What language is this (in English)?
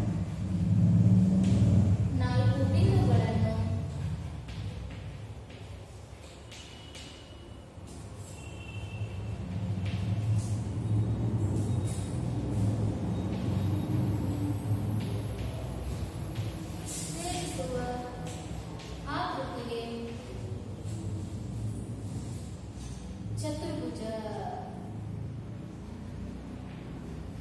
Kannada